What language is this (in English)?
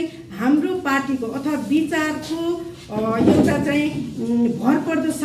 Nepali